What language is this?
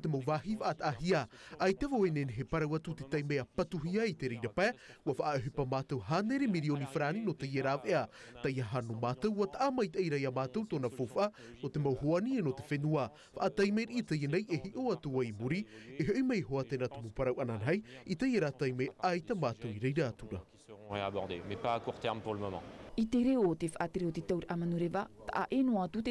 Tahitian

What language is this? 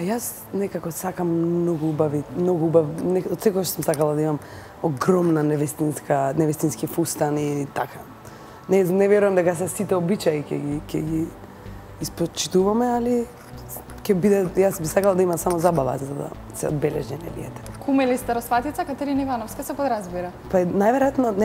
Macedonian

